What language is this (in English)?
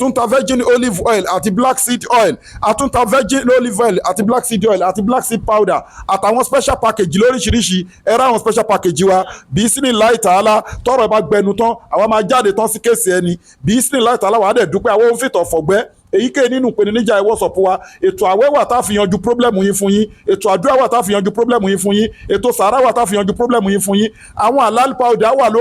Yoruba